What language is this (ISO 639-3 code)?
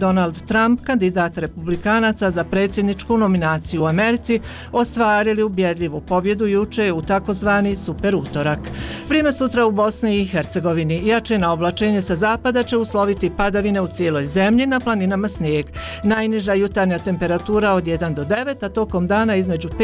bos